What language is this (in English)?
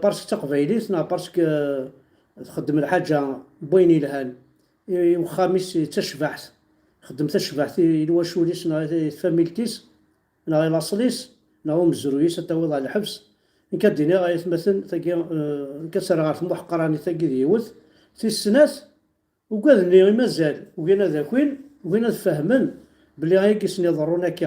Kabyle